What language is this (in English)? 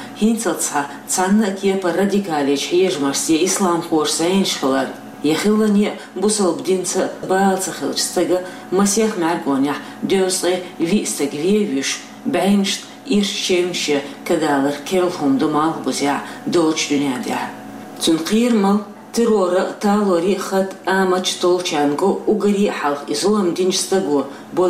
Chechen